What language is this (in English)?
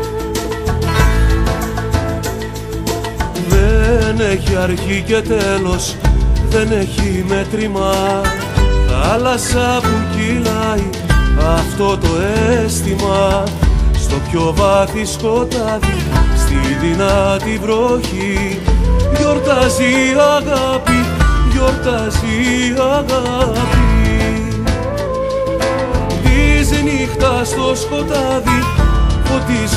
Greek